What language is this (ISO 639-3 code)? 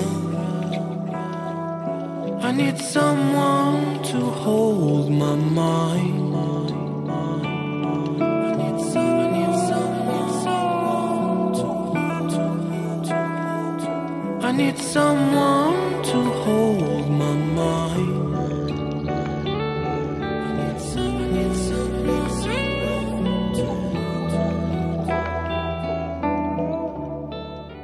tam